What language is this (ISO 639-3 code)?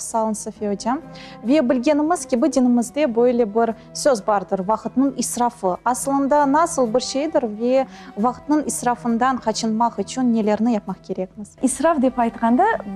crh